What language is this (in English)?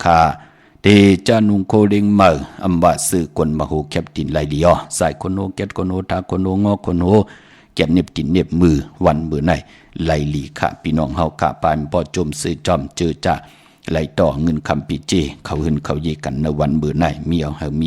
Shan